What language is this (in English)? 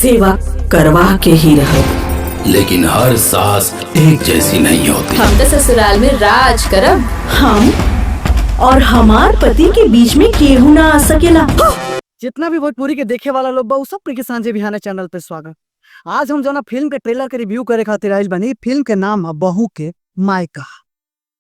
Bhojpuri